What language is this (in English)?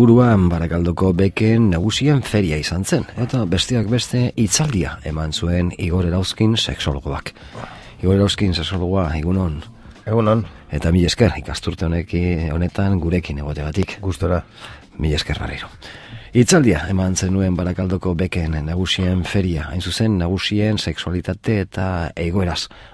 Basque